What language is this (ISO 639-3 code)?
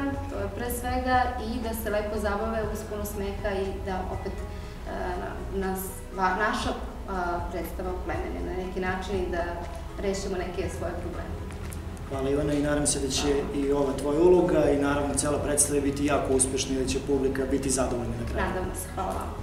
srp